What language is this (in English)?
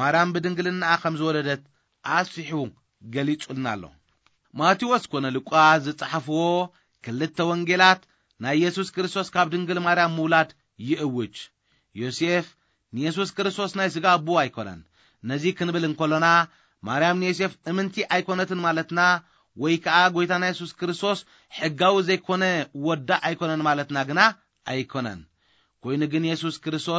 Tigrinya